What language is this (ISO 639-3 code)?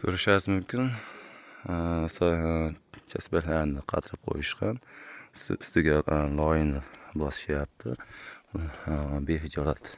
uzb